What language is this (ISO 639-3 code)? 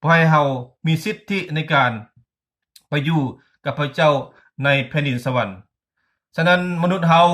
lao